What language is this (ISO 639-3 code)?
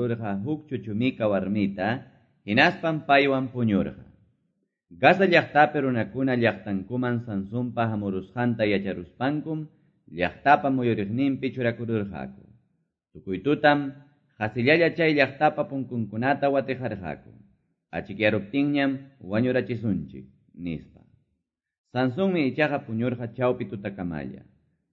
que